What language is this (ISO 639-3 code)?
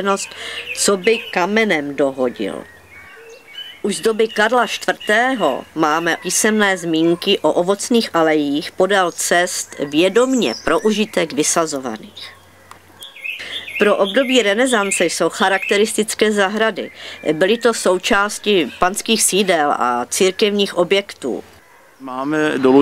ces